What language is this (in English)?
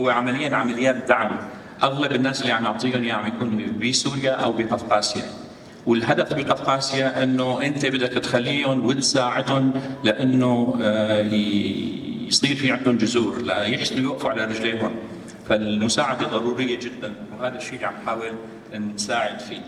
North Levantine Arabic